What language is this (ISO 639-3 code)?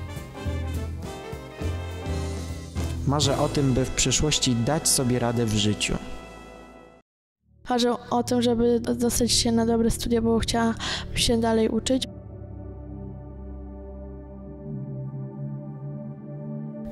pol